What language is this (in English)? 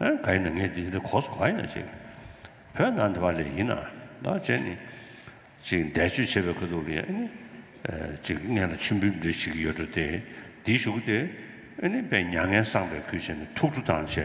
Tibetan